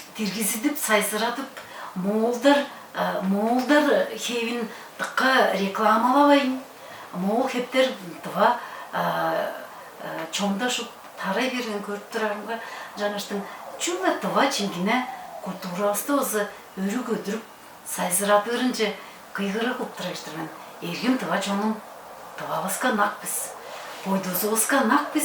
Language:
Tuvinian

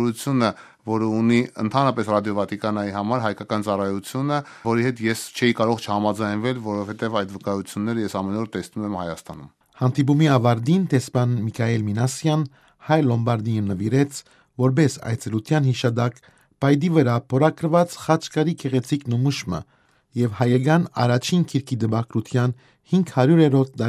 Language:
Armenian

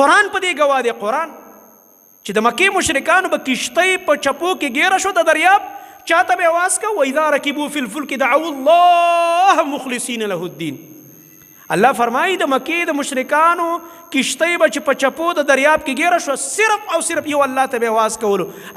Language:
Pashto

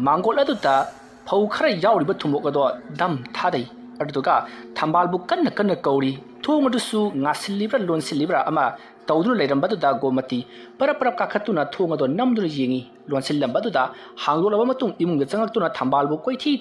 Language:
Manipuri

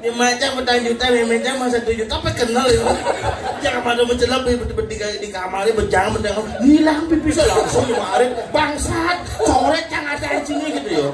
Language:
Balinese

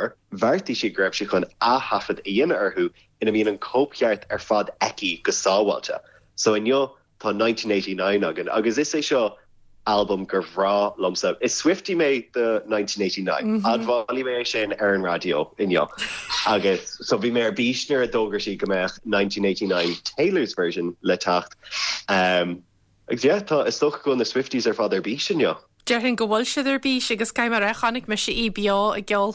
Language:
Irish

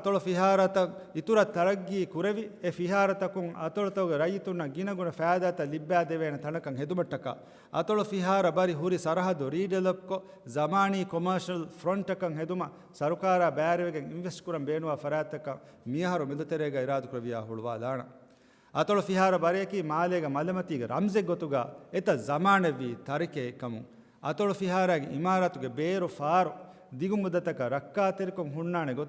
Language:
Divehi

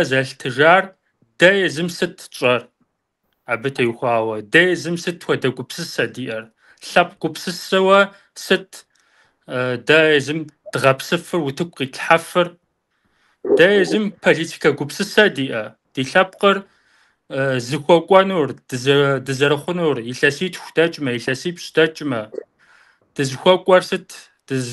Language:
Kabardian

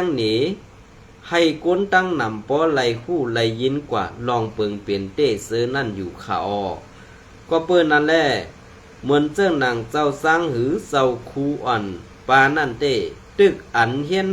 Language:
Shan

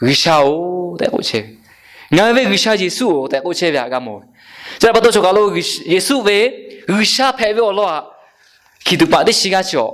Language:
Lahu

